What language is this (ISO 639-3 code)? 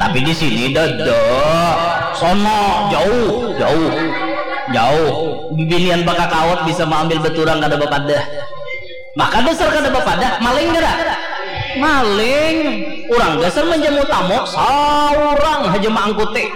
bjn